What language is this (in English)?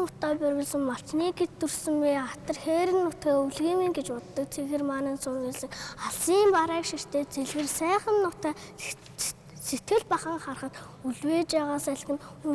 Mongolian